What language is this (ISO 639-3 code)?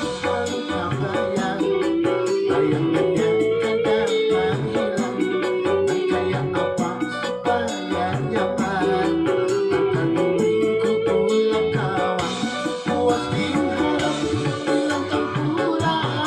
bjn